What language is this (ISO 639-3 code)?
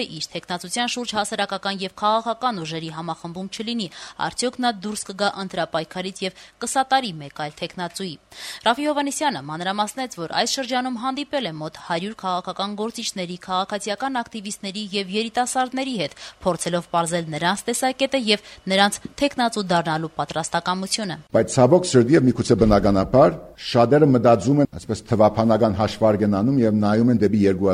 hye